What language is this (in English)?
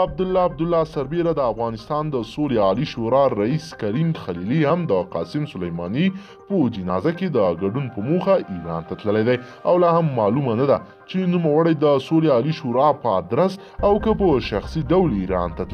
Pashto